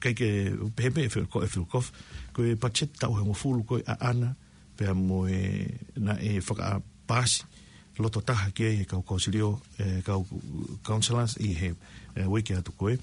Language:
Tongan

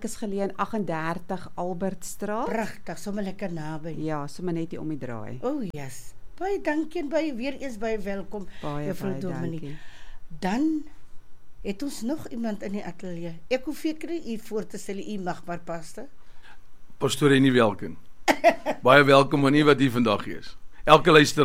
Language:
Afrikaans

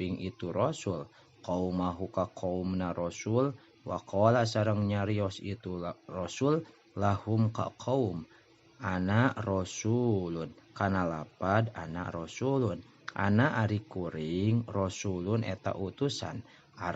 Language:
Sundanese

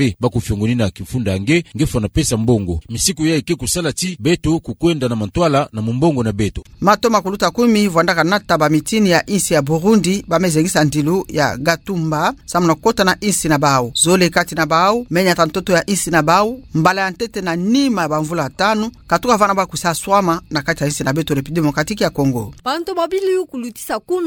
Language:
Kituba (Democratic Republic of Congo)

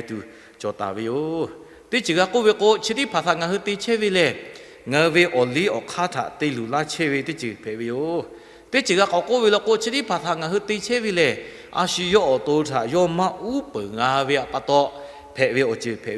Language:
Lahu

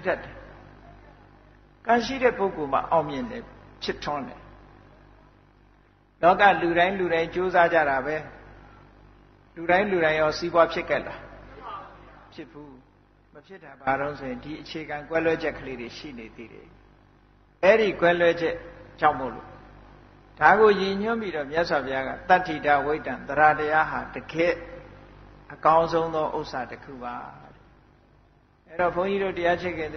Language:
Burmese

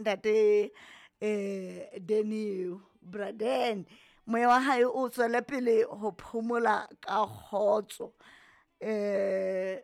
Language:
Southern Sotho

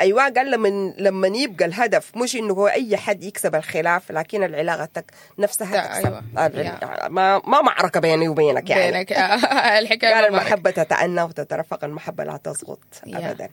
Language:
Sudanese Arabic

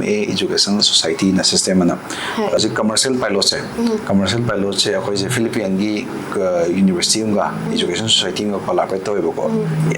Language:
Manipuri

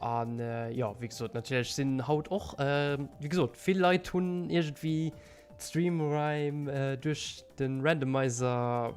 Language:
Luxembourgish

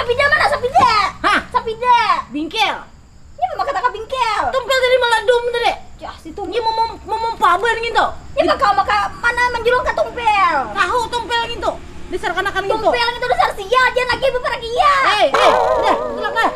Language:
Banjar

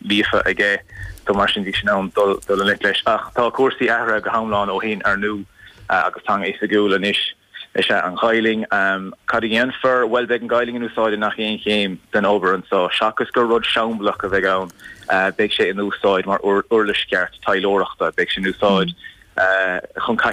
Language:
Irish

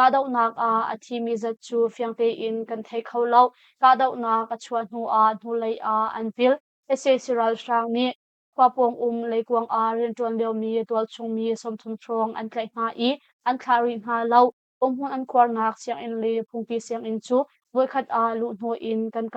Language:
Hakha Chin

